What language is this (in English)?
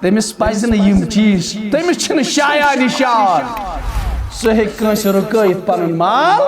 Kashmiri